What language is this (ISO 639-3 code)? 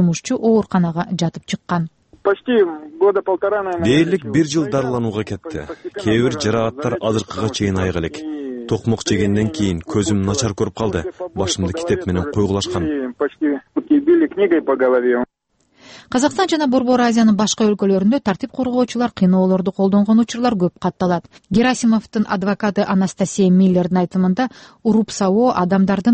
kir